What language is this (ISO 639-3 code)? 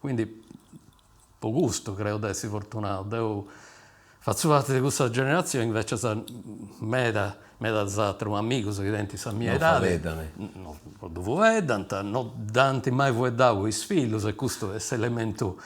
srd